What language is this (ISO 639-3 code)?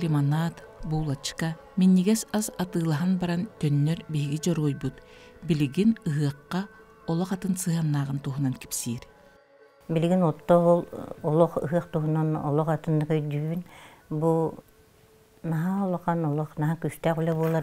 sah